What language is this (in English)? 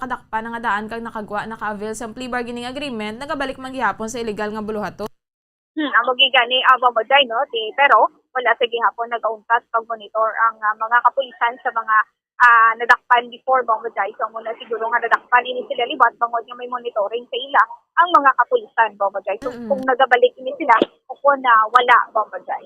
Hiligaynon